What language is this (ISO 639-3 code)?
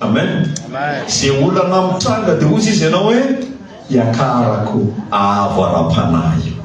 mlg